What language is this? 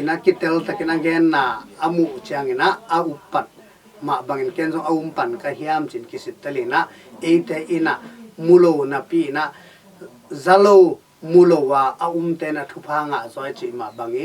Tedim Chin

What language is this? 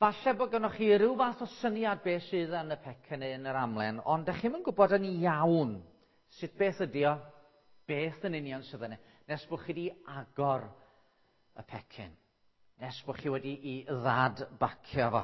Welsh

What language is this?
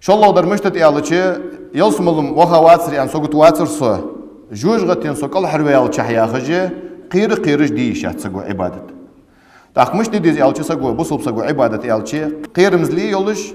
Ingush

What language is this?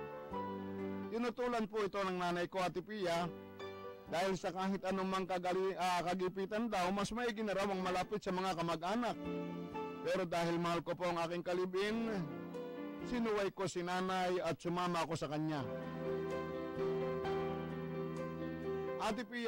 Filipino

